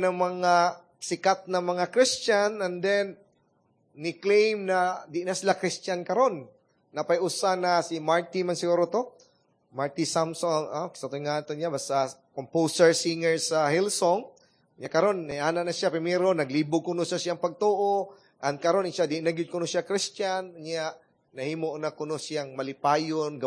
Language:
Cebuano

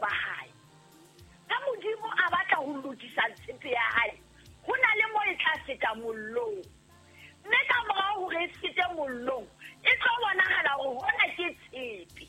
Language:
Southern Sotho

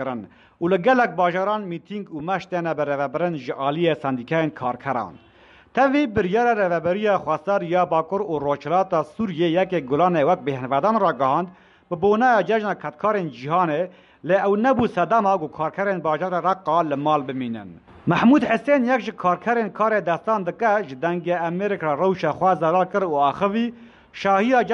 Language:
Kurdish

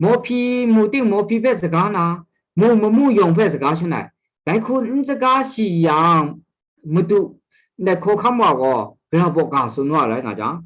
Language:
Kachin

